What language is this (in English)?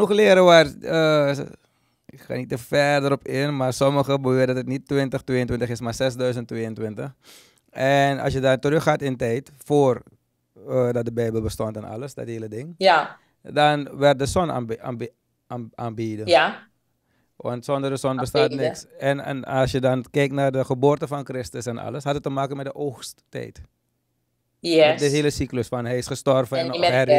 Dutch